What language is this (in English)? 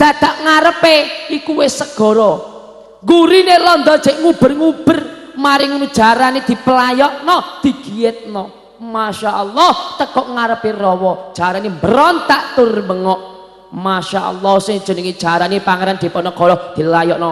Javanese